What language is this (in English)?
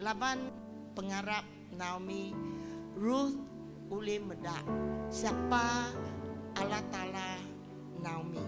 Iban